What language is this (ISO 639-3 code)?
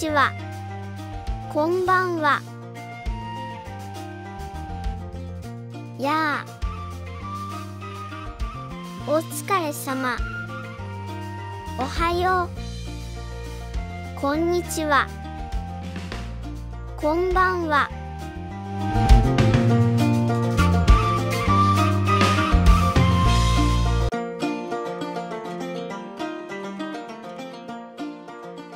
jpn